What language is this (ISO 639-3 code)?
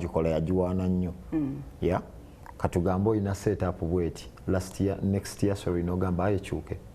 lug